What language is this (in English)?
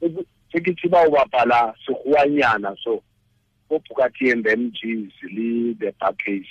Tswana